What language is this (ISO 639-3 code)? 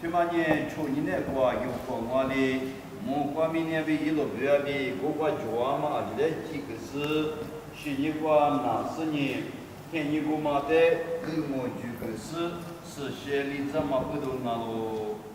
lis